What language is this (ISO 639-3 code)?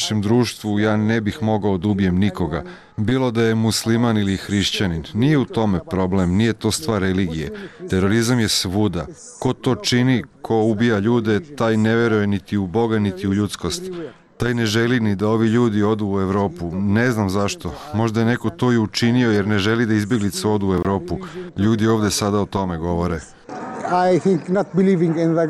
srp